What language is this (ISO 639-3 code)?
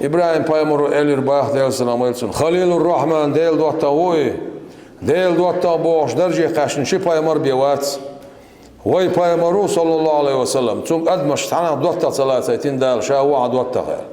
che